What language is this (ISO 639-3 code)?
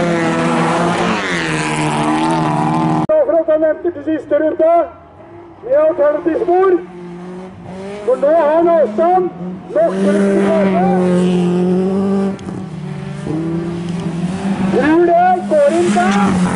nor